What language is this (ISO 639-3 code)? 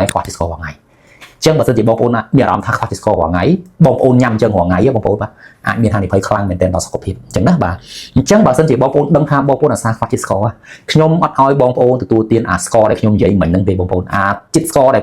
khm